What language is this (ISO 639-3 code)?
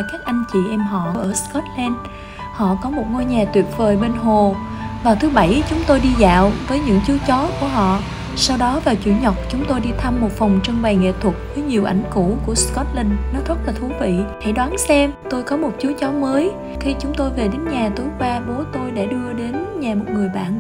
vie